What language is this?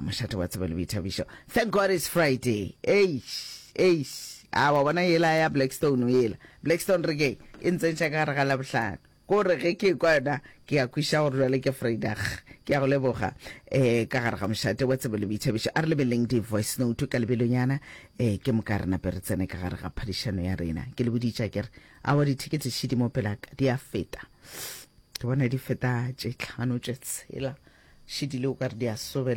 Northern Sotho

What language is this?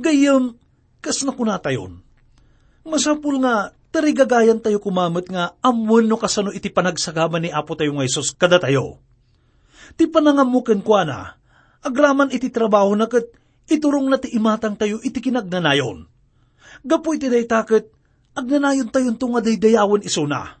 Iloko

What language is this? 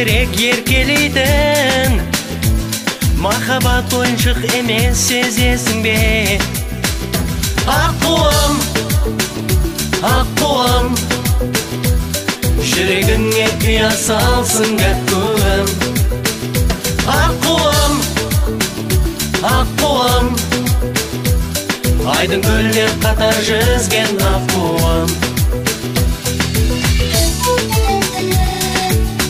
Kazakh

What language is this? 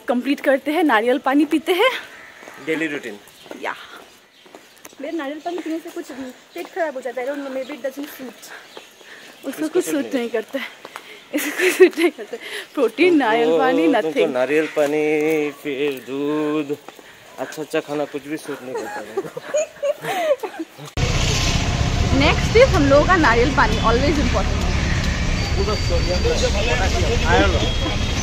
Hindi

